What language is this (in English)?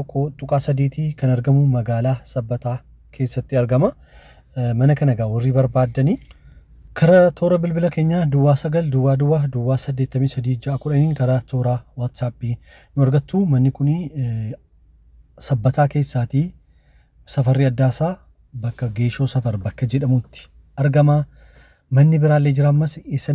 Oromo